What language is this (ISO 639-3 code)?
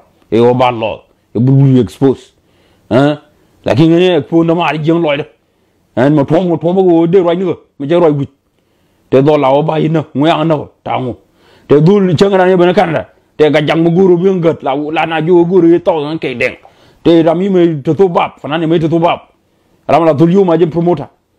nus